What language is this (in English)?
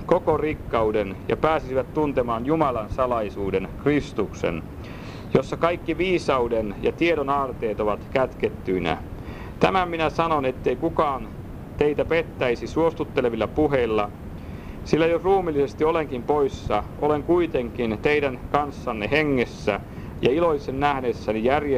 Finnish